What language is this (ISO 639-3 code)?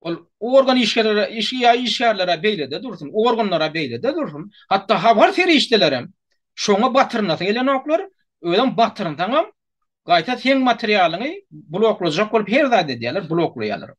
tuk